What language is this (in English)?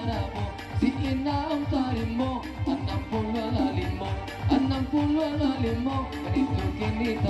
Minangkabau